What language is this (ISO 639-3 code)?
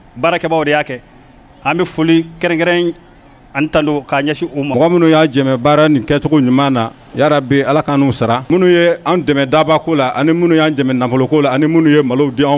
bam